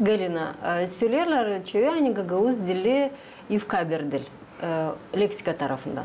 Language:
Gagauz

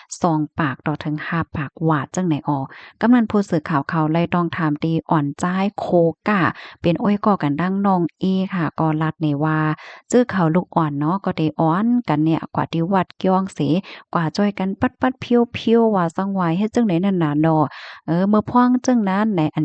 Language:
Shan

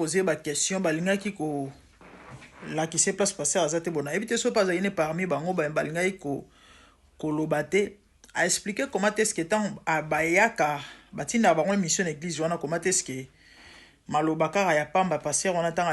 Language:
Lingala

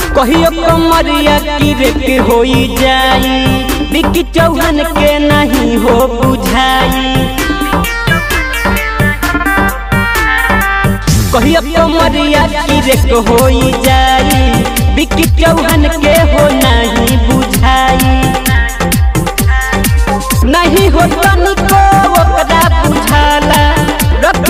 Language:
Bhojpuri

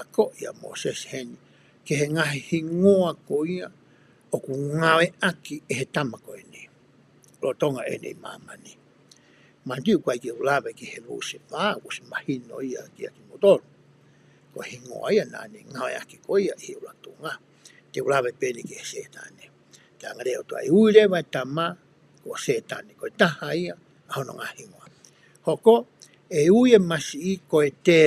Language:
Tongan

